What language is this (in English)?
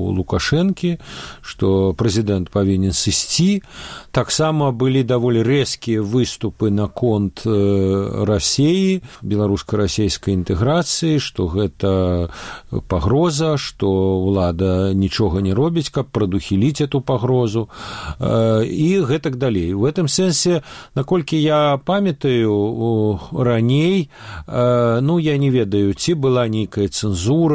Belarusian